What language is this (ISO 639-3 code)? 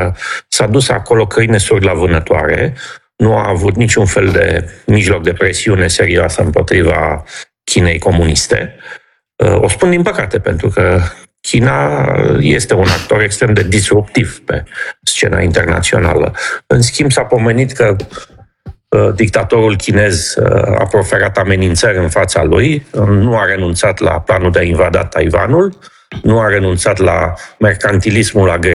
ron